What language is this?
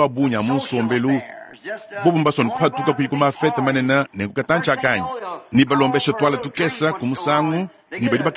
Luba-Lulua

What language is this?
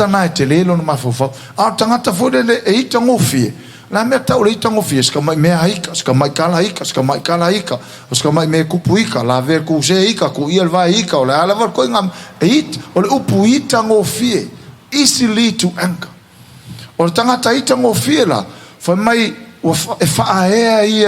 Samoan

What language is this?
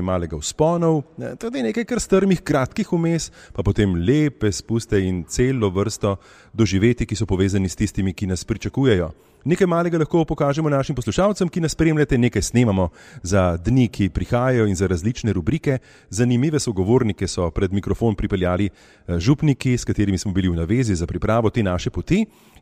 Slovenian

